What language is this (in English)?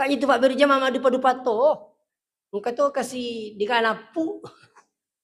Buginese